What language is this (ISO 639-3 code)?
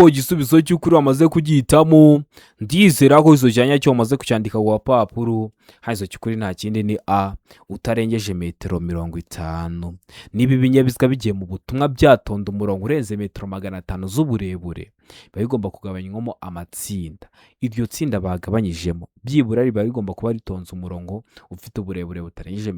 kin